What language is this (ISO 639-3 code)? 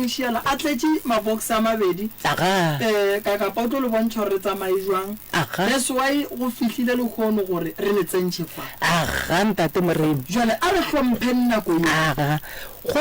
nso